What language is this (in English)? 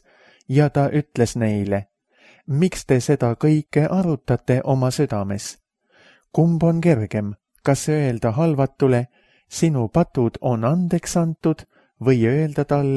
Estonian